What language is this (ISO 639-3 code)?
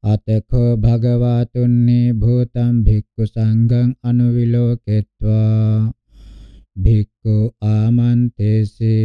pli